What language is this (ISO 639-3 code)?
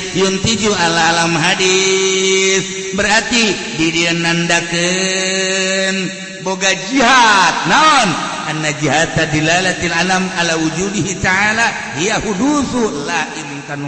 sun